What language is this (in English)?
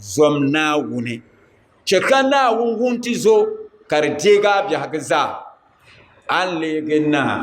Dagbani